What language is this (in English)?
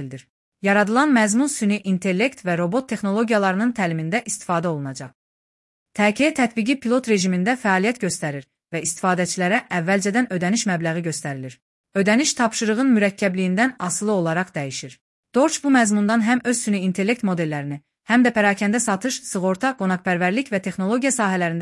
Azerbaijani